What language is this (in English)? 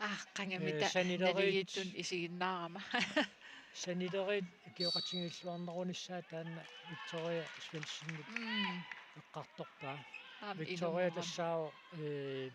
Kalaallisut